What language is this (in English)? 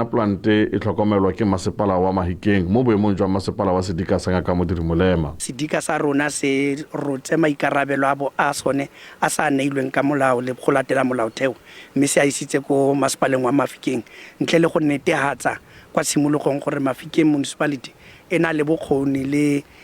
Tswana